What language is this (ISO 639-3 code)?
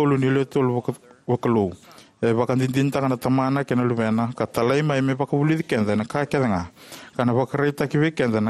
fij